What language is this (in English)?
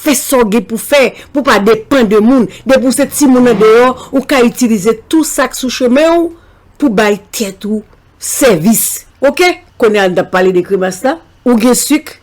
Haitian Creole